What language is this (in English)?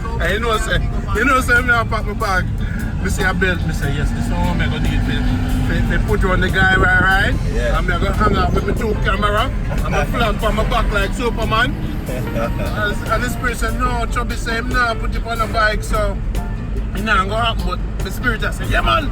Jamaican Creole English